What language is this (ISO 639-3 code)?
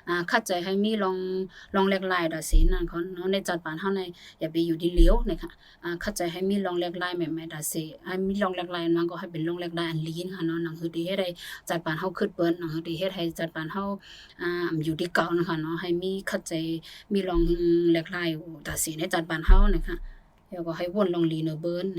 shn